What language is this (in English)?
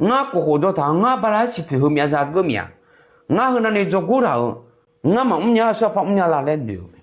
Akha